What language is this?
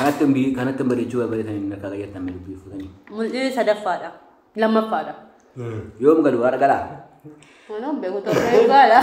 Oromo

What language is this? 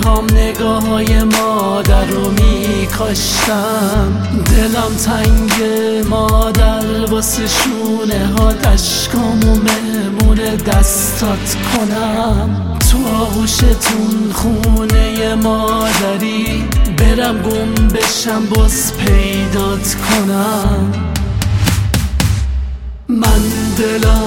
Persian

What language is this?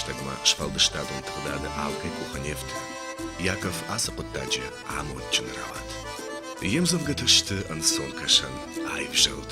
Ossetic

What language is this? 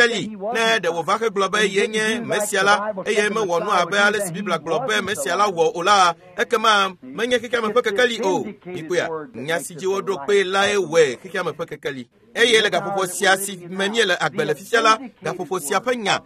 Ewe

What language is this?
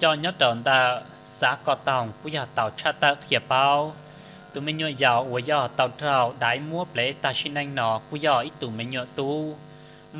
Hmong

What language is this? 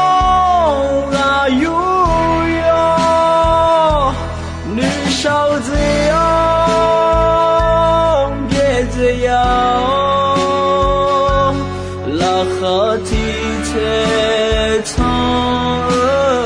Akha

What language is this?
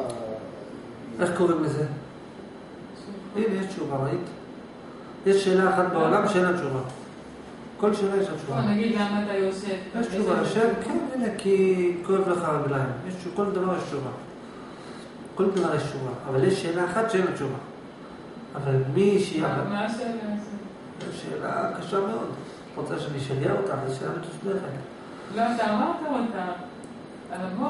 Hebrew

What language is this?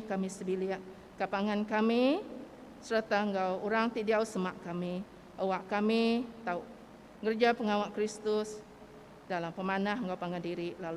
Iban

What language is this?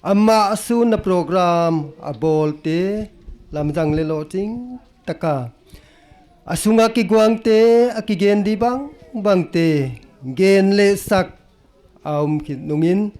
Paite Chin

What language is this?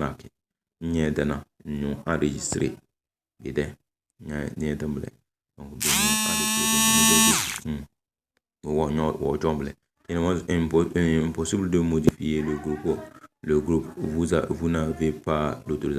Tem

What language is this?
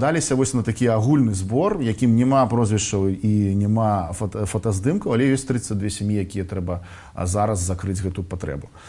Belarusian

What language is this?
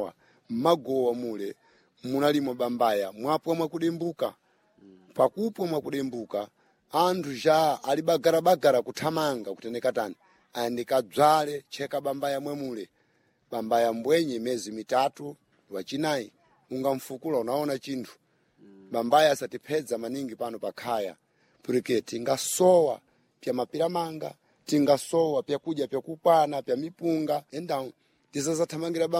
Sena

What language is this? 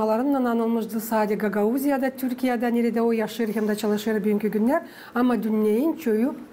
Gagauz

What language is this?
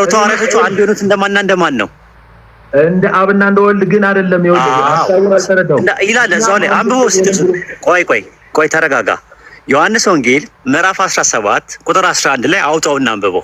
Amharic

